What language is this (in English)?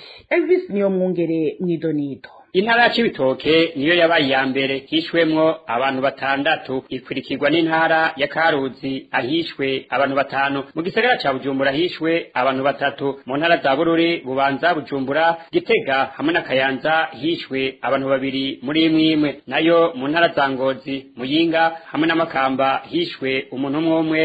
Rundi